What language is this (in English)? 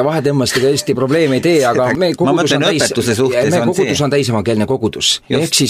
Estonian